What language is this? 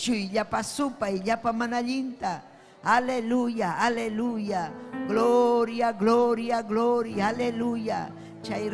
Ayacucho Quechua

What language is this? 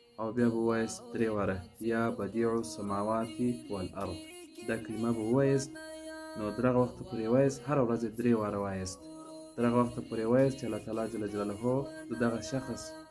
Pashto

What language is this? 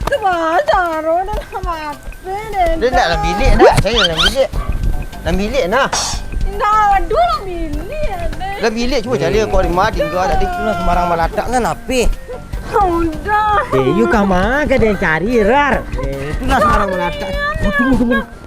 Minangkabau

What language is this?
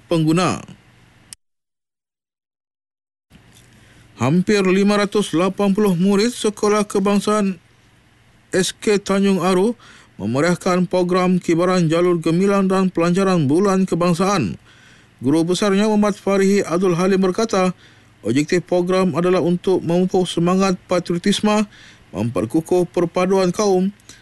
Malay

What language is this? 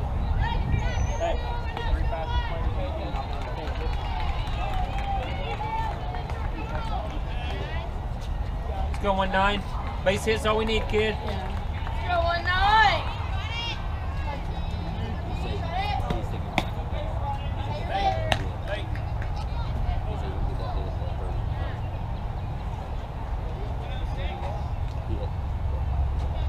English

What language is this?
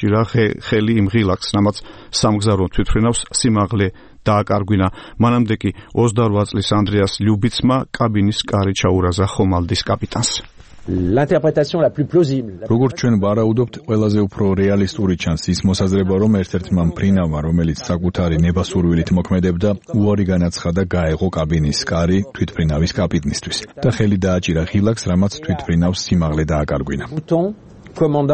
Georgian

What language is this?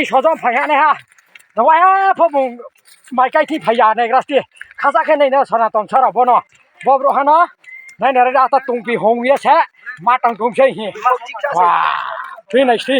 Riang (India)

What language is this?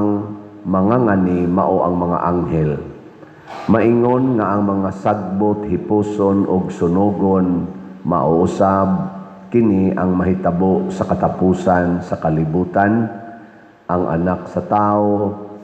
Cebuano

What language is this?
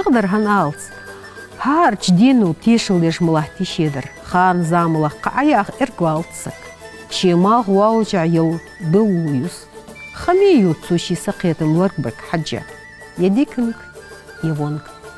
Ingush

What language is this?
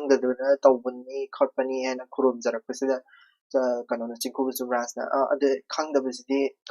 Manipuri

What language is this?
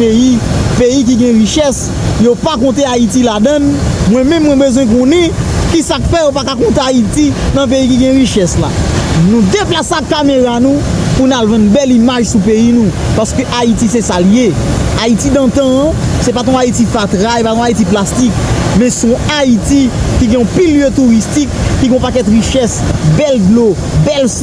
Haitian Creole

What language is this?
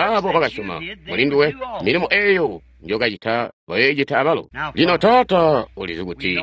Tonga (Zambia)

